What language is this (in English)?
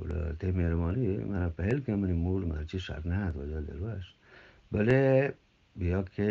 Eastern Balochi